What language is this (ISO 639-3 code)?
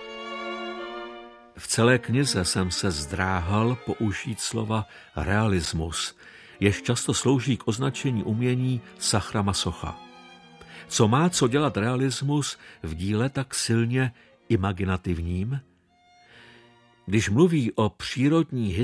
ces